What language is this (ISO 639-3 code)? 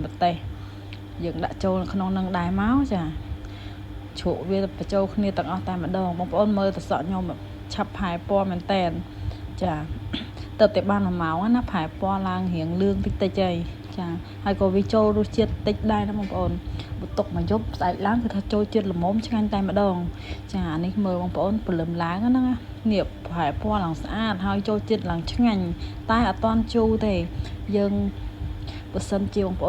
khm